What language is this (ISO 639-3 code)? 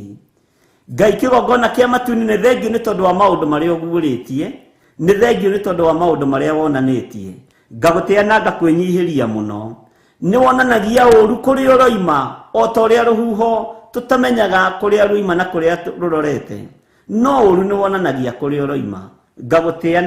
kik